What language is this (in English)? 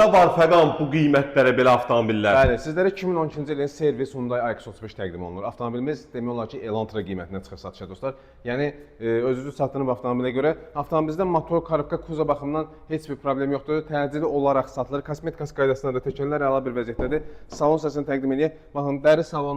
Azerbaijani